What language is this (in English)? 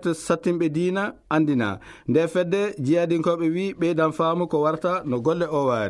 Fula